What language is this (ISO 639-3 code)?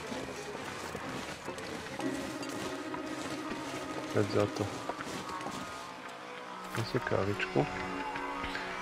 slk